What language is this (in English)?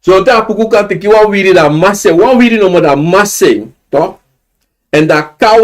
Sranan Tongo